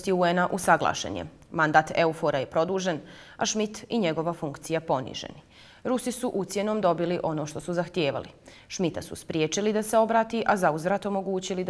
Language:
Bosnian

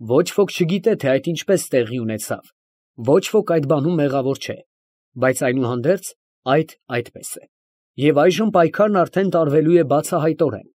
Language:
Armenian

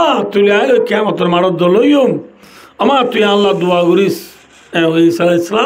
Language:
Rohingya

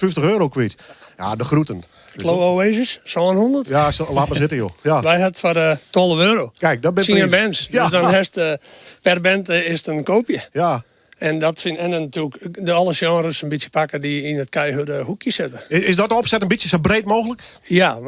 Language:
Western Frisian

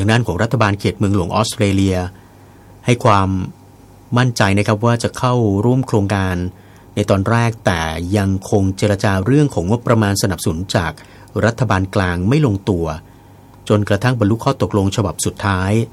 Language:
Thai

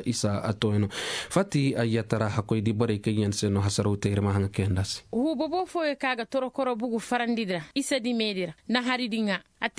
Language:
Zarma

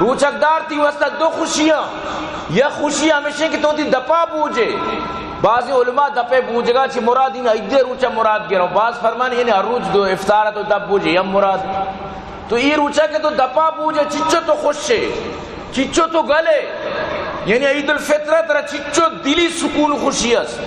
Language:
Eastern Balochi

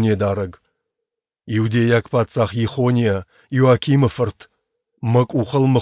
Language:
Ossetic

